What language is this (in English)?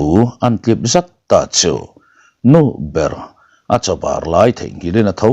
Mizo